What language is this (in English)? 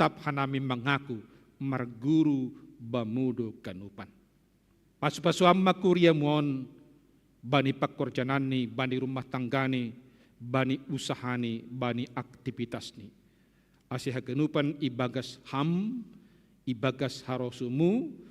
Batak Simalungun